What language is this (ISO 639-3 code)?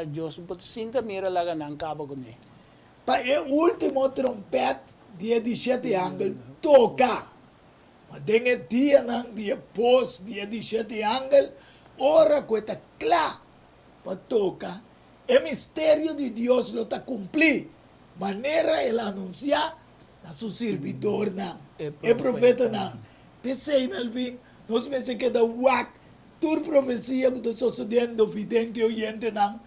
pap